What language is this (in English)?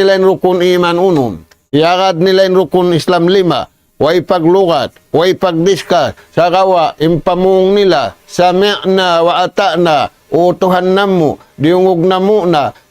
Tausug